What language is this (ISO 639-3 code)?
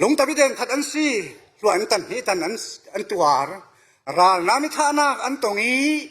cfm